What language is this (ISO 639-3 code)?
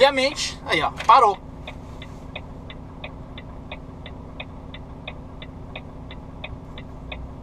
por